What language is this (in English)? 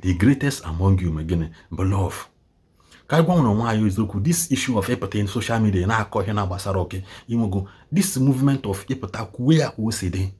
Igbo